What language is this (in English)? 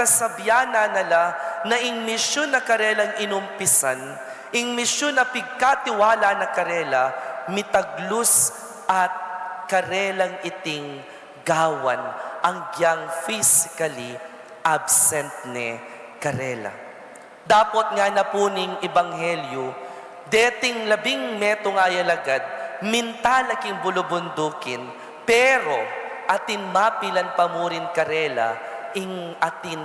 Pampanga